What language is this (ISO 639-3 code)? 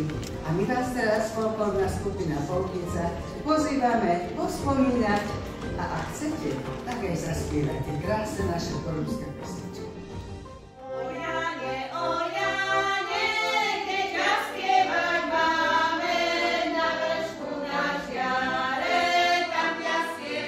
slk